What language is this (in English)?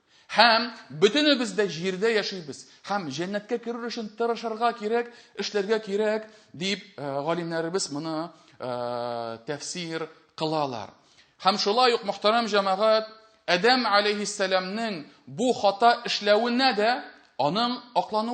Tatar